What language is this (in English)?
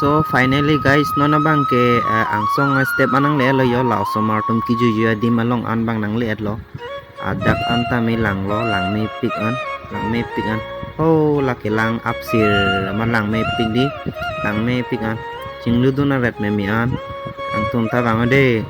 Karbi